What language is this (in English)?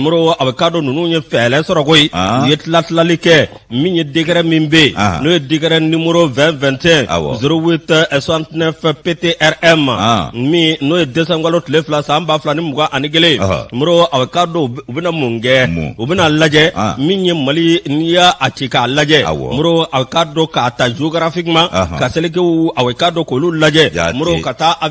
Bambara